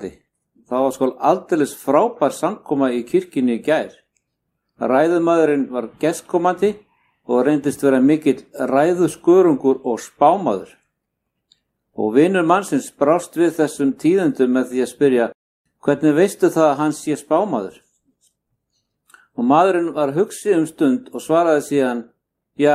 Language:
Icelandic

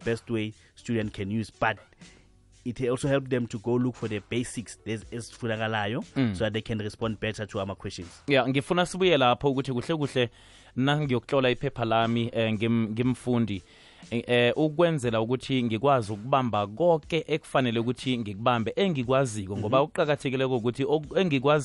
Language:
South Ndebele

